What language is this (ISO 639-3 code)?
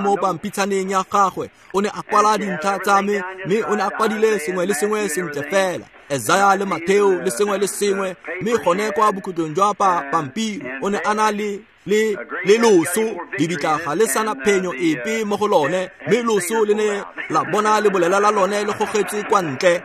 tsn